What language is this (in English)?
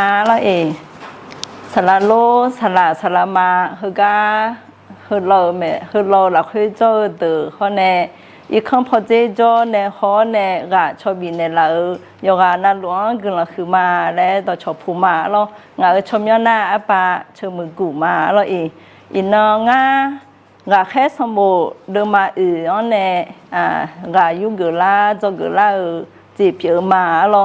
Akha